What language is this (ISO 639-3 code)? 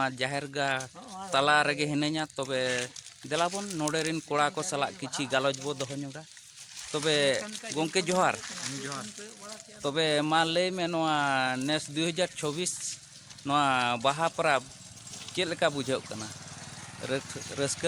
sat